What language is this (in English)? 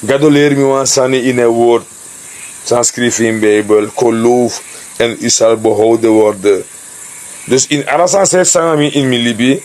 Sranan Tongo